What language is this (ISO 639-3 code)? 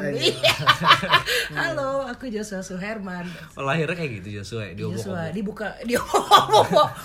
ind